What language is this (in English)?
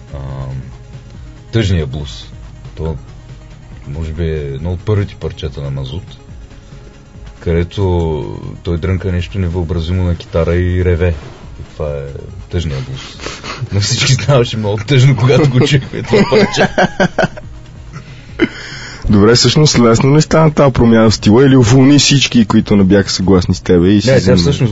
Bulgarian